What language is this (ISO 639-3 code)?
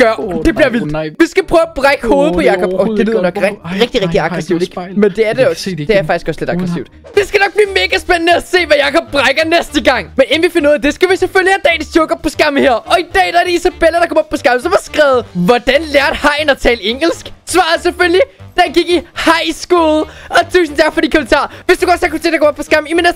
dan